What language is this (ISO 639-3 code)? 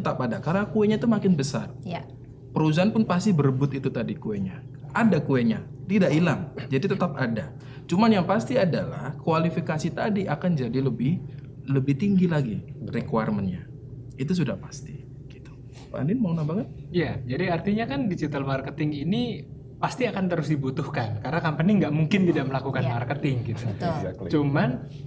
ind